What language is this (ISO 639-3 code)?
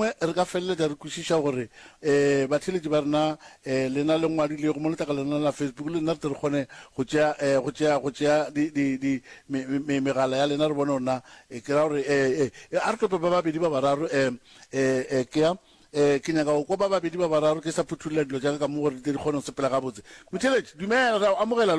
nso